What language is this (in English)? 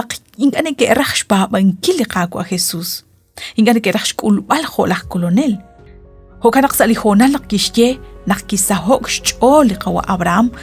Kekchí